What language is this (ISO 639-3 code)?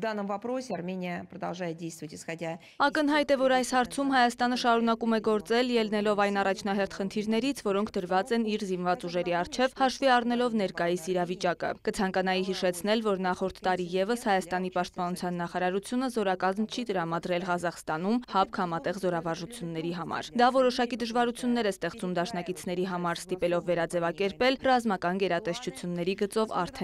hye